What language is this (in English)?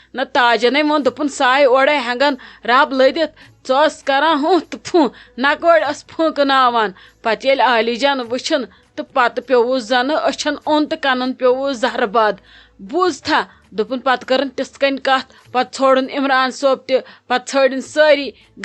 Kashmiri